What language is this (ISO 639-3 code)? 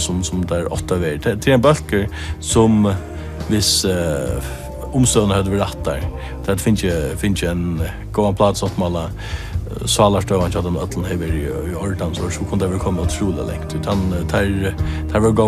fao